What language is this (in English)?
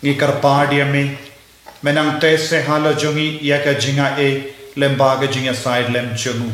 Khasi